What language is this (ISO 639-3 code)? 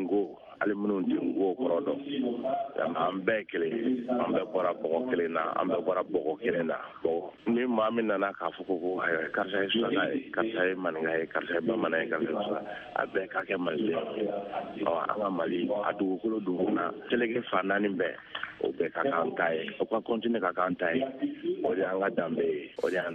bam